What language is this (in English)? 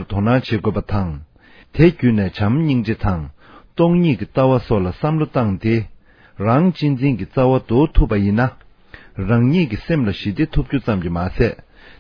Tibetan